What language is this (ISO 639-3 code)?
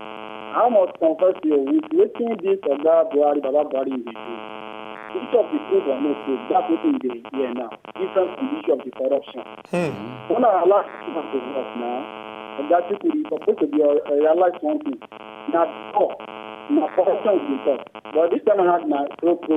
pcm